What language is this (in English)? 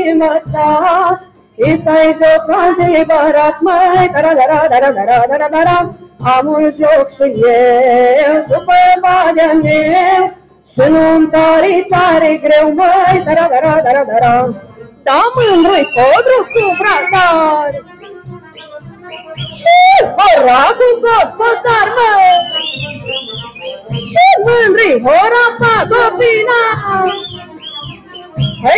Romanian